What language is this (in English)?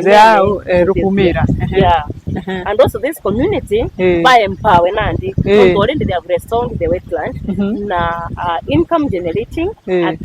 Meru